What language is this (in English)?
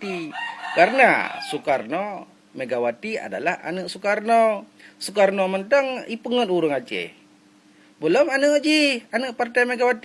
Achinese